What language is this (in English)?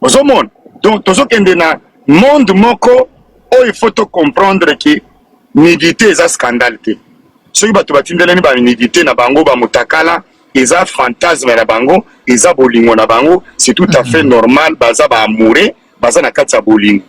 Lingala